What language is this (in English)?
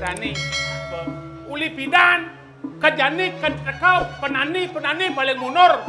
Balinese